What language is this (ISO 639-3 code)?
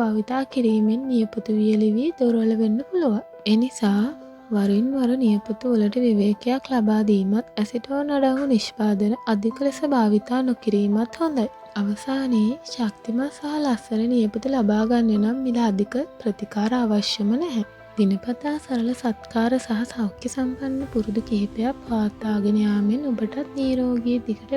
sin